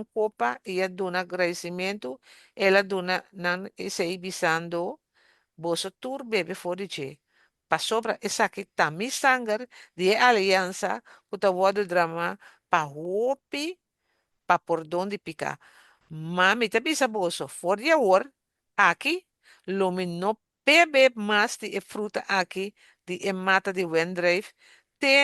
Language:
Papiamento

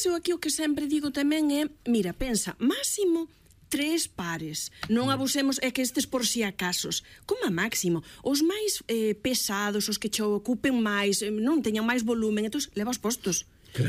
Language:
Galician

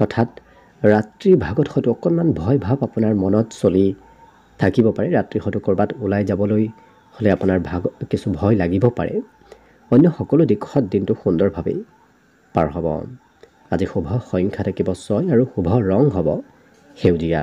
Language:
Assamese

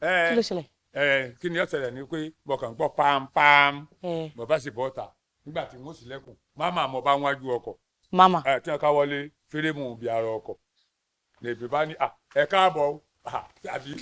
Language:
Yoruba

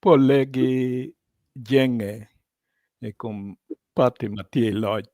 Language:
Acoli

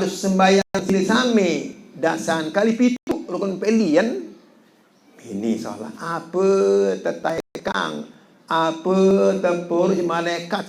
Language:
Sasak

